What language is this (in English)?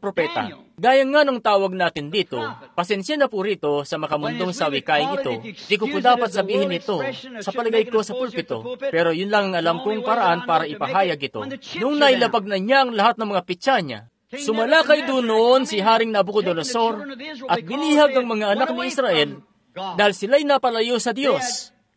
Filipino